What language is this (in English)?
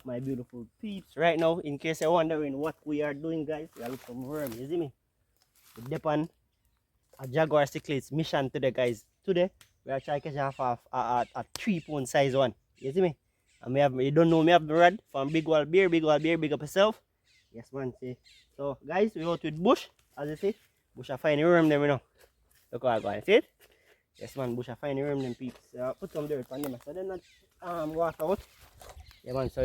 Jamaican Creole English